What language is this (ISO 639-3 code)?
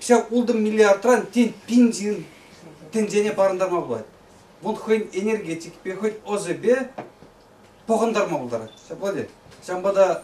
chv